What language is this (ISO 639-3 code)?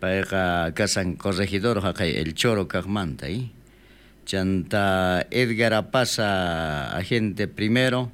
quh